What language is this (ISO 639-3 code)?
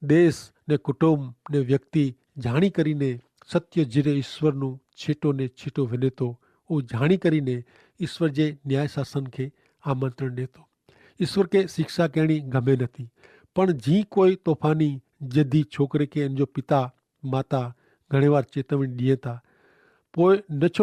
kfr